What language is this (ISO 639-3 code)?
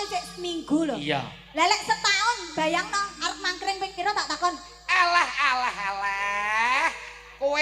jav